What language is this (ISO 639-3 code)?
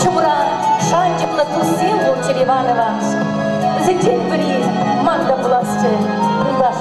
chv